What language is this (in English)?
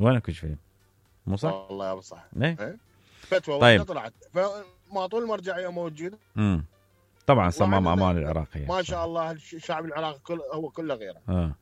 Mesopotamian Arabic